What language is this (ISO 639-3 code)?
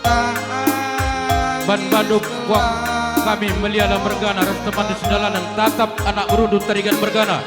btx